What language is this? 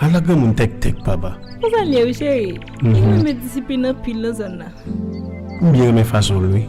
Haitian Creole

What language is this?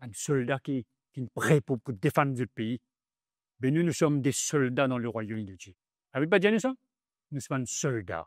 Morisyen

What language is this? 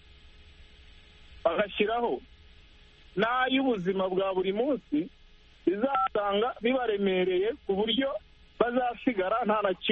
Kinyarwanda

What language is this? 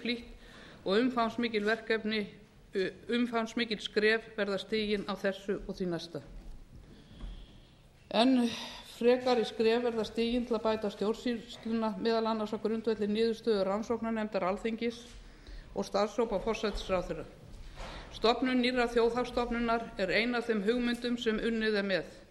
Icelandic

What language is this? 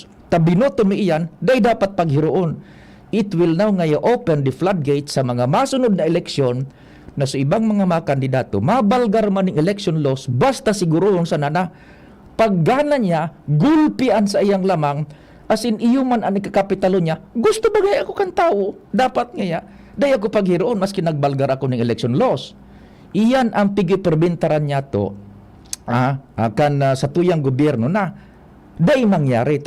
Bikol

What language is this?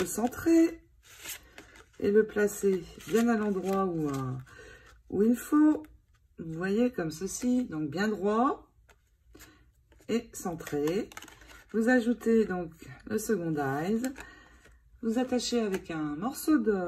French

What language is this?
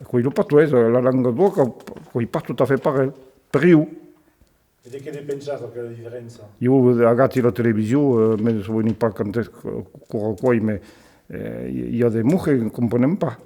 Occitan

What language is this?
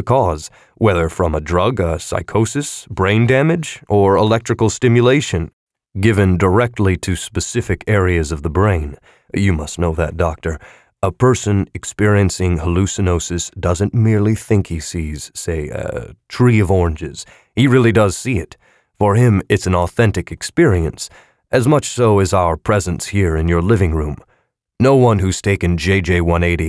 English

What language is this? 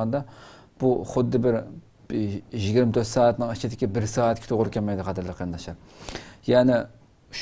Uyghur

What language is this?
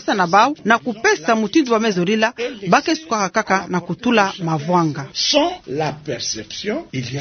Kituba (Democratic Republic of Congo)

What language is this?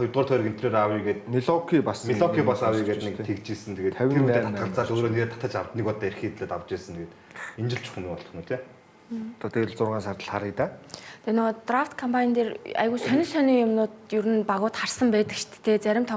Mongolian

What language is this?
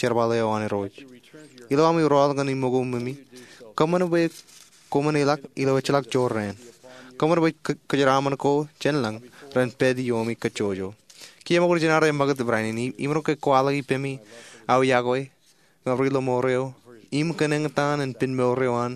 Marshallese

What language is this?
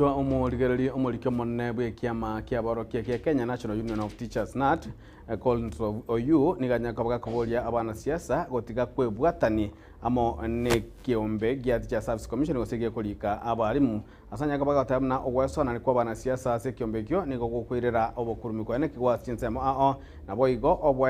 Gusii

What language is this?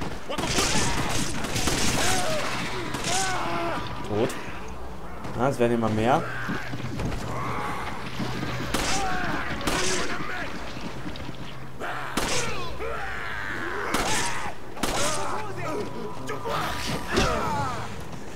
German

